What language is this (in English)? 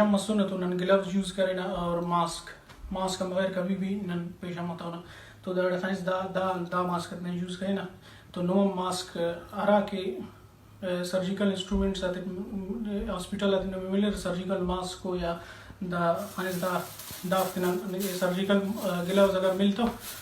Brahui